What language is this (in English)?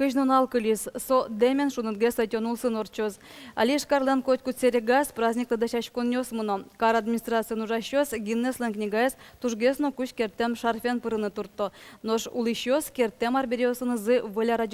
Udmurt